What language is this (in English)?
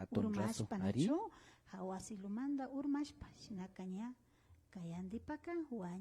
Imbabura Highland Quichua